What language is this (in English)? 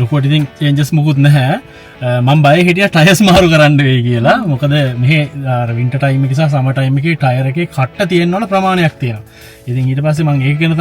Sinhala